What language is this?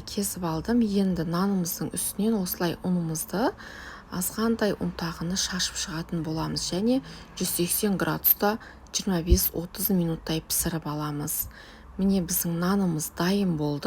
Kazakh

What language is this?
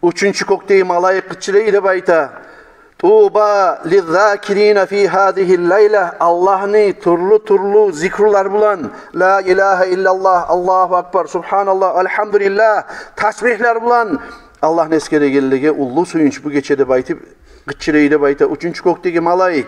Kumyk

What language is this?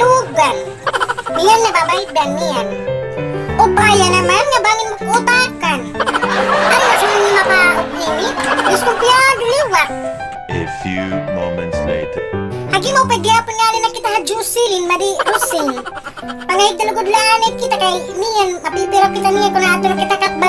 Waray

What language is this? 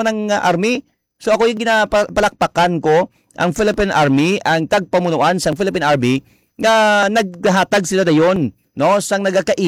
Hiligaynon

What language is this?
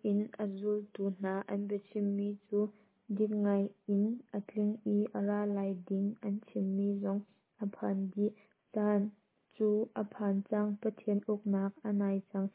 Hakha Chin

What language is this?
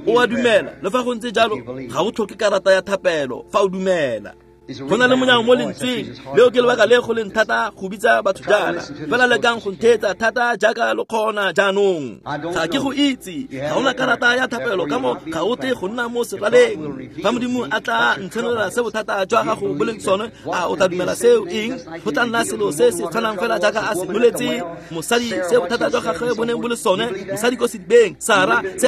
Tswana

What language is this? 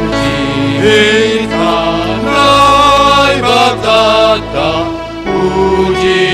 Batak Simalungun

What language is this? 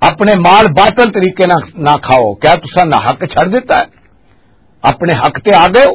Western Panjabi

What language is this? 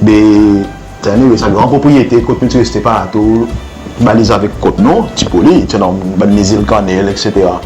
Seselwa Creole French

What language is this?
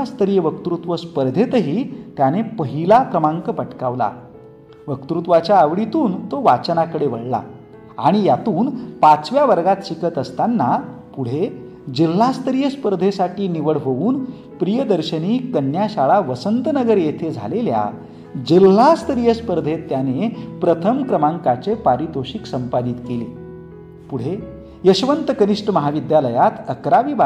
Marathi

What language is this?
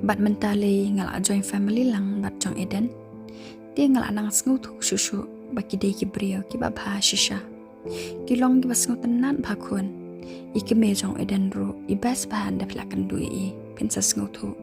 Khasi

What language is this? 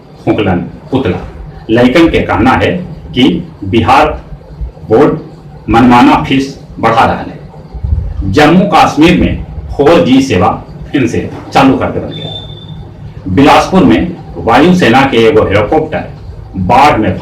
Magahi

